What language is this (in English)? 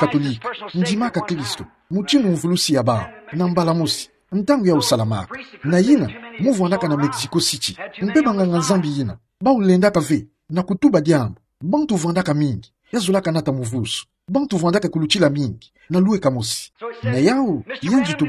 Kituba (Democratic Republic of Congo)